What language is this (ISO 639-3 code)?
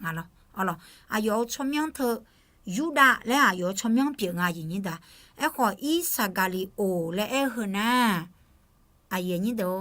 ahk